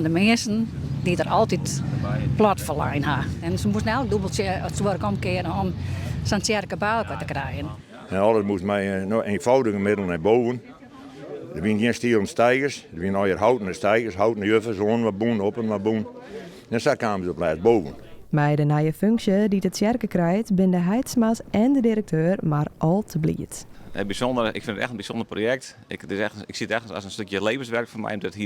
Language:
Western Frisian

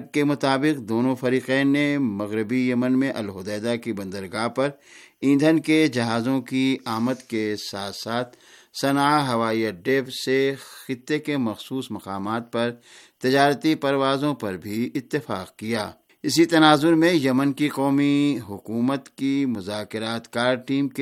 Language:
Urdu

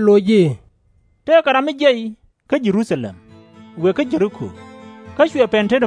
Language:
Nuer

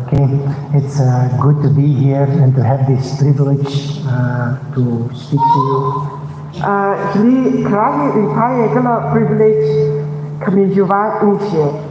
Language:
Tangkhul Naga (India)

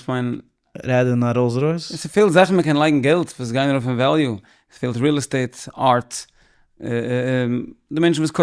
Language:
Yiddish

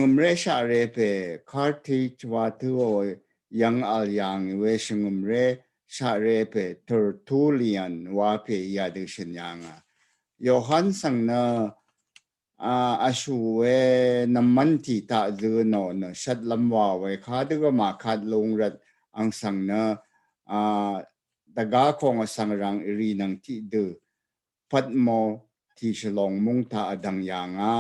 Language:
Rawang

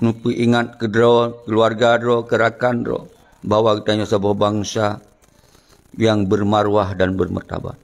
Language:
Achinese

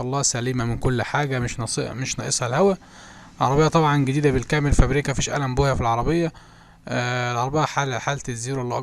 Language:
Egyptian Arabic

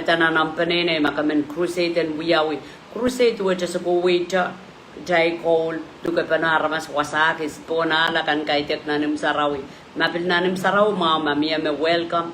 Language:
Pohnpeian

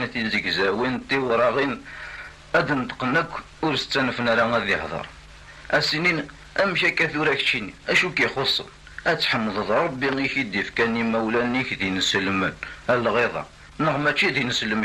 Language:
Kabyle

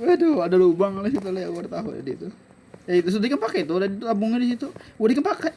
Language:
Banjar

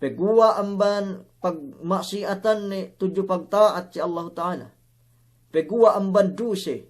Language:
Yakan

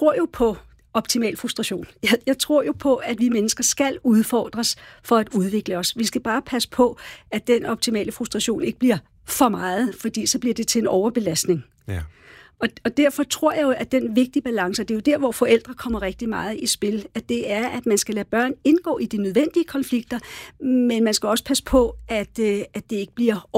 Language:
Danish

